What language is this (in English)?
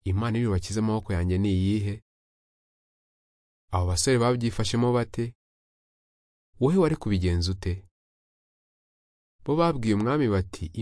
Kinyarwanda